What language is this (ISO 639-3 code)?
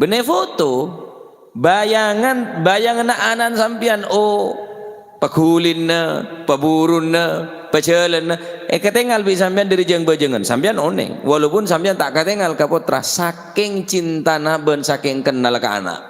mad